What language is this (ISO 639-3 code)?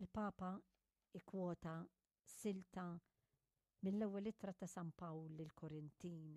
mlt